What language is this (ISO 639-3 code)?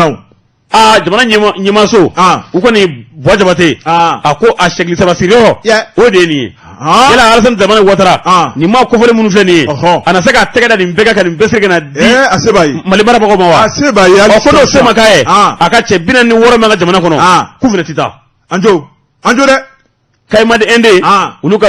bam